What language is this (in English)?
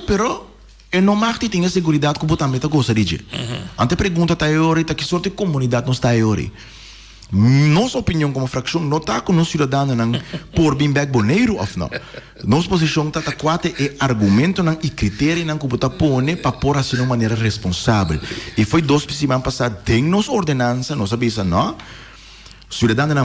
Papiamento